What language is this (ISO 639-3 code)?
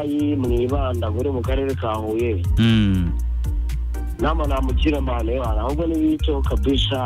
kin